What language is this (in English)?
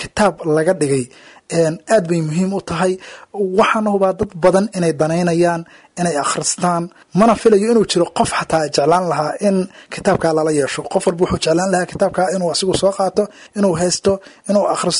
Somali